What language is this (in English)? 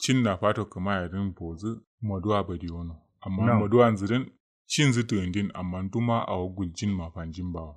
Kanuri